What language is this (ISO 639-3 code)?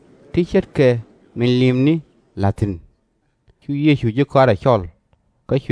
nus